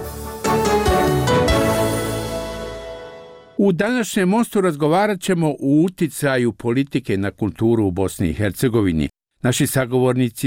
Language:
Bosnian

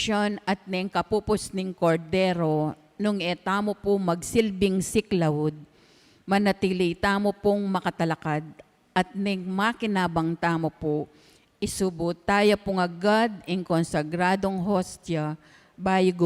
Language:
Pampanga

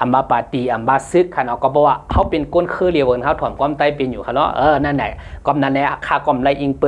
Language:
Shan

